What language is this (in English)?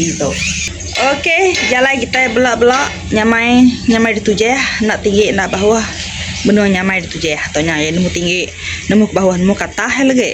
Iban